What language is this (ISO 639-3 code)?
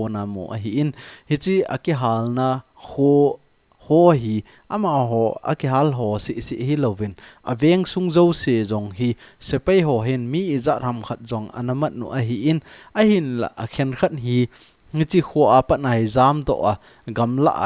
tcz